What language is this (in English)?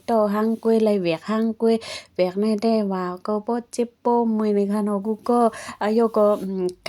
Shan